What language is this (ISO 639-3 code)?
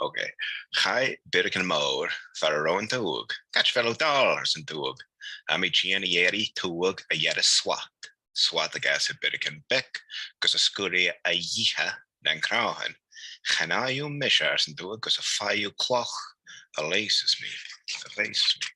gla